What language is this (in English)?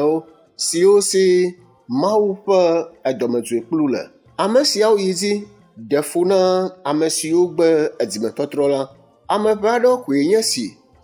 Ewe